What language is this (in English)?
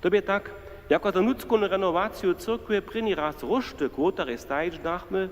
Upper Sorbian